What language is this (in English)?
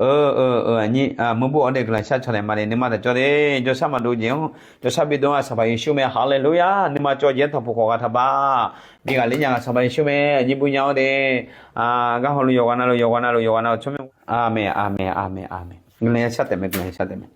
Akha